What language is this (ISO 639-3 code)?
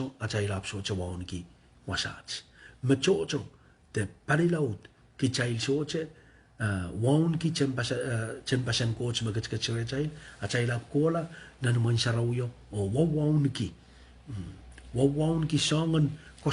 pon